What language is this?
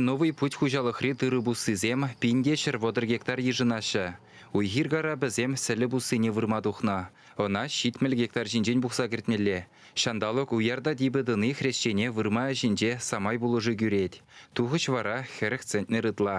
Chuvash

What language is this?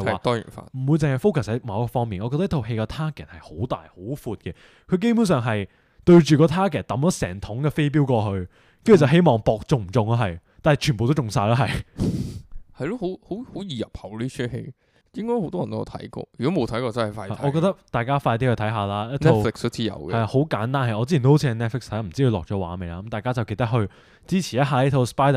Cantonese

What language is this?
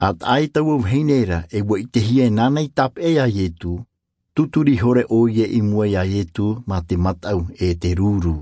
Tahitian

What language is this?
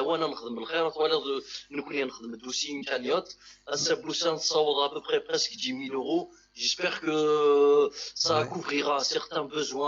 Kabyle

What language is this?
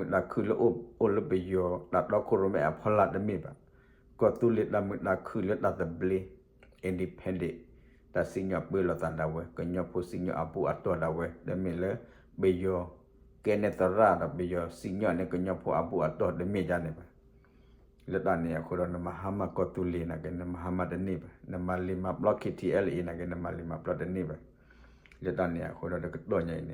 S'gaw Karen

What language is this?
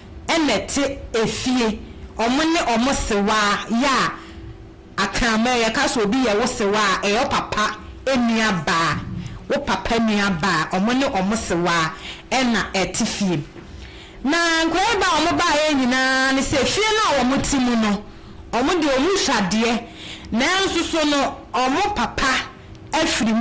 Akan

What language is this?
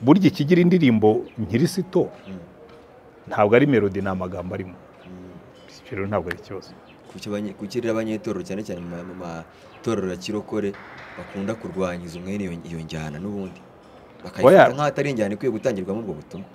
Kinyarwanda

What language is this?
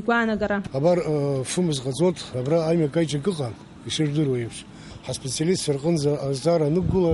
Abkhazian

